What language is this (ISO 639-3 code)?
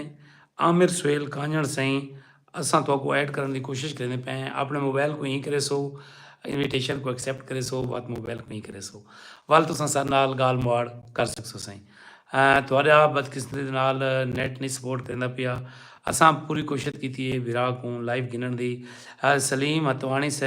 skr